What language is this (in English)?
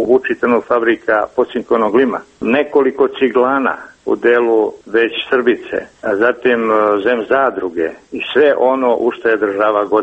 Serbian